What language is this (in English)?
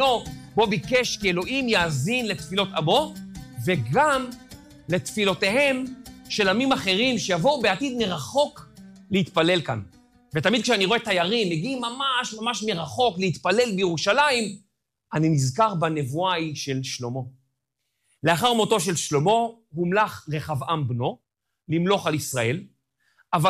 Hebrew